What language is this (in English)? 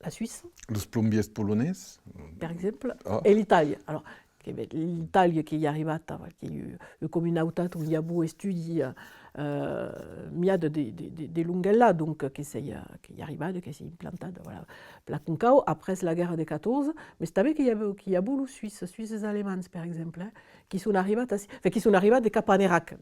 Occitan